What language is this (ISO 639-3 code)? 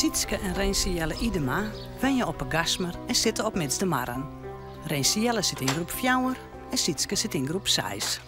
fry